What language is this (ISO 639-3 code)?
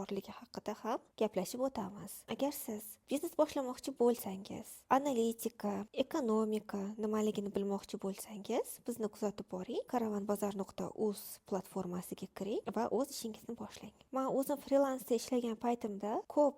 uzb